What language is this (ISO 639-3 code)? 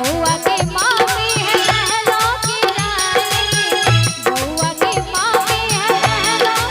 mai